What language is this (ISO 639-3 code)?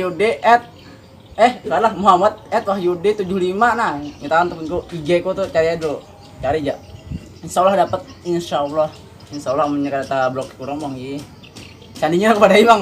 bjn